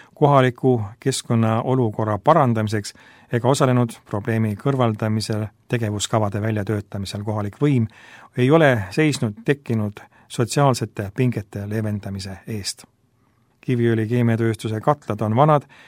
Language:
Estonian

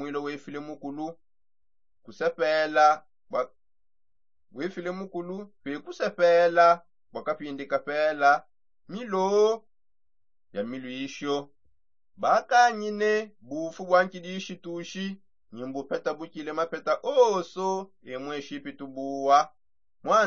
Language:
Songe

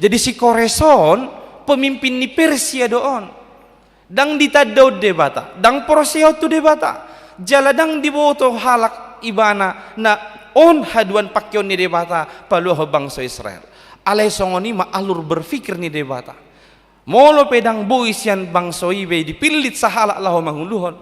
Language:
Batak Toba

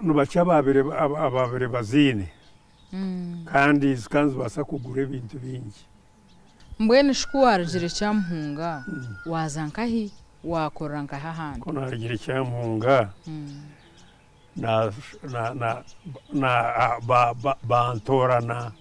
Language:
Nyankole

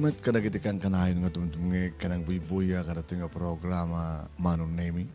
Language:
Iloko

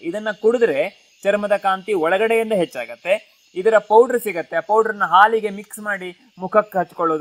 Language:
Kannada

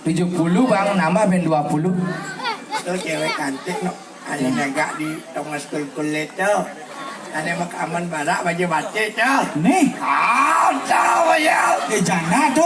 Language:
Balinese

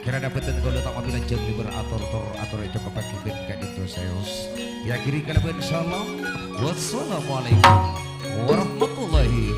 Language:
Madurese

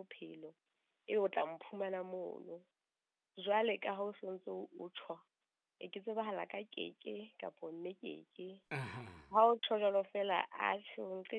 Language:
Southern Sotho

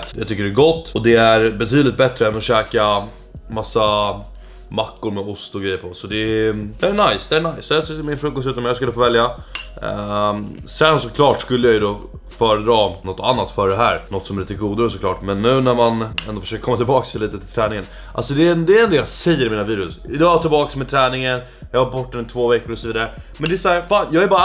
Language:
Swedish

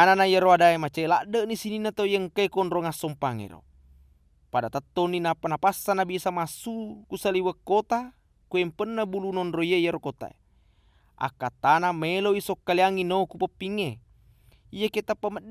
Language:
Buginese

